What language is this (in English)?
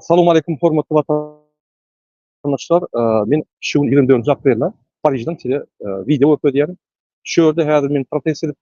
Turkmen